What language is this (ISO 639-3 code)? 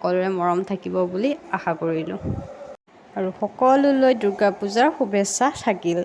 asm